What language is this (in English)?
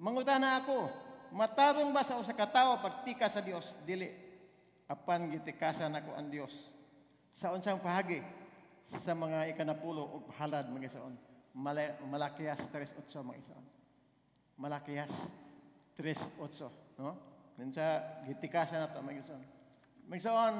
Cebuano